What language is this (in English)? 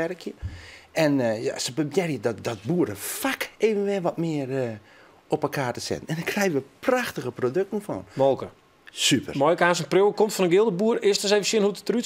Western Frisian